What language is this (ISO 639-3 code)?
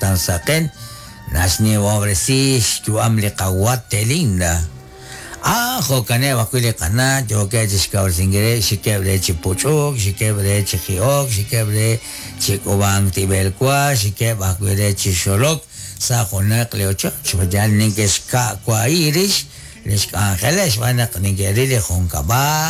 kek